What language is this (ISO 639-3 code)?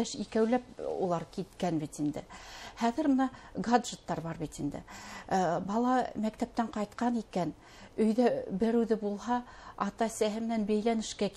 bak